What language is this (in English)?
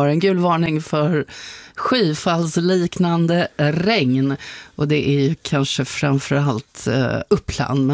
Swedish